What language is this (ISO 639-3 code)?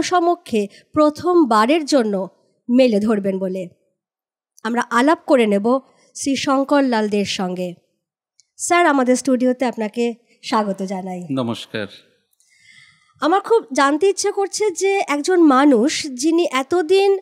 ben